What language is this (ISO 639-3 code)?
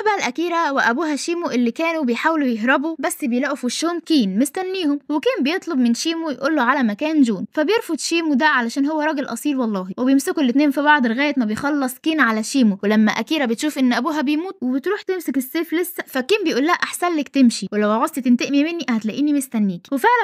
arz